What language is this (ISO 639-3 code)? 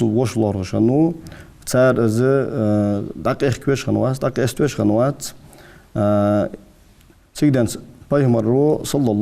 inh